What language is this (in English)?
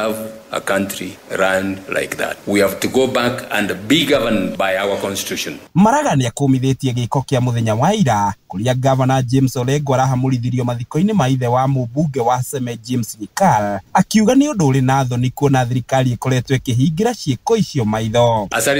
Kikuyu